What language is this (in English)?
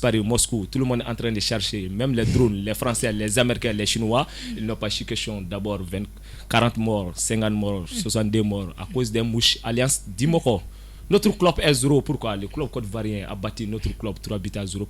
Bambara